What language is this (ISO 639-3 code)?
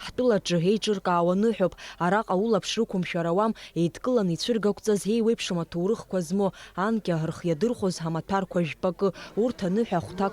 abk